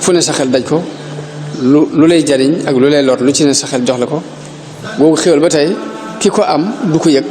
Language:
Wolof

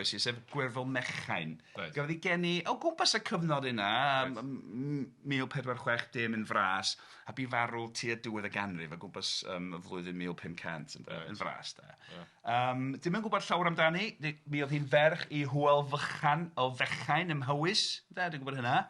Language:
Welsh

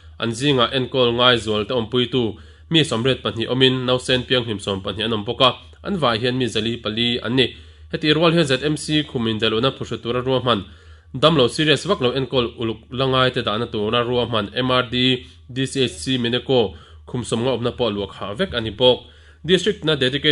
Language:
Mizo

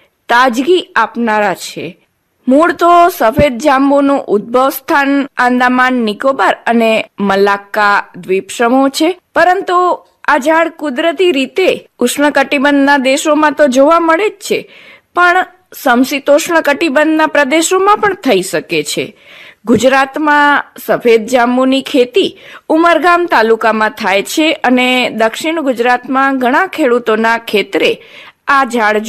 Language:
Gujarati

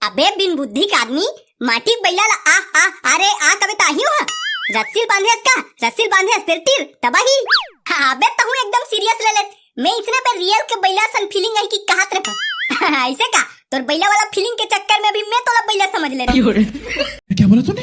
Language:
Chhattisgarhi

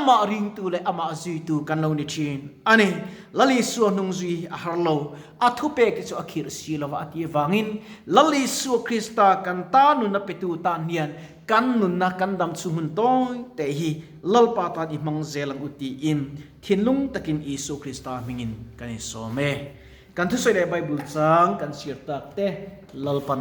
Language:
Mizo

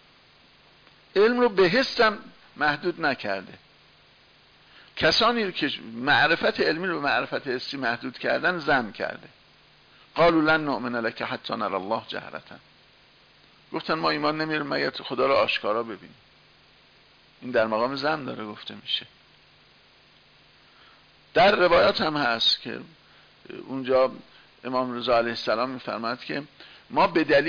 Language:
Persian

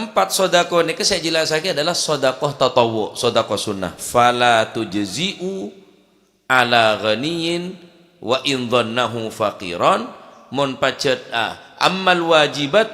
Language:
Madurese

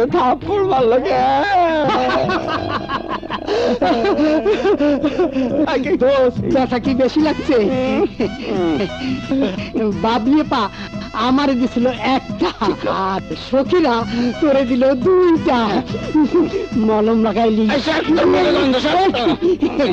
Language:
Bangla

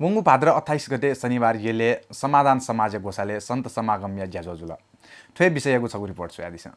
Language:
Newari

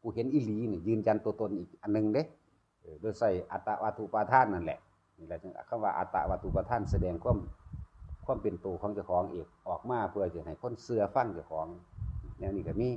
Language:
Northeastern Thai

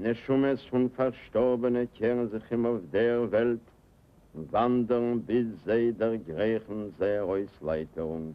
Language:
Yiddish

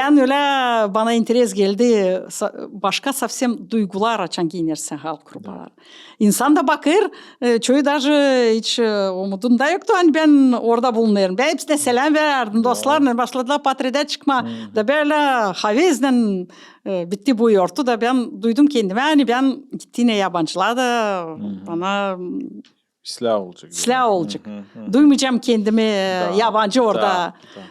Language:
Gagauz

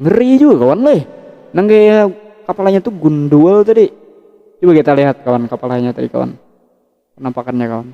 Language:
Banjar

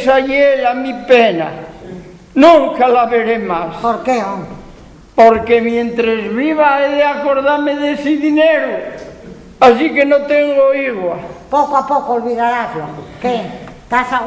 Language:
Asturian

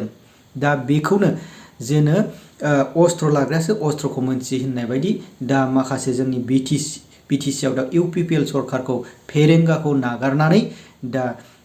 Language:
Bodo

